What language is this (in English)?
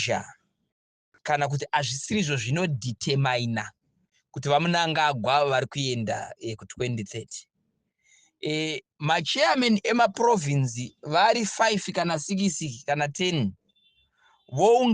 Shona